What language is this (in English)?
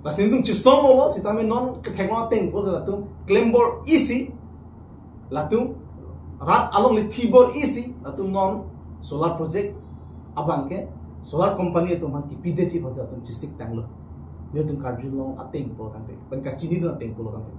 Karbi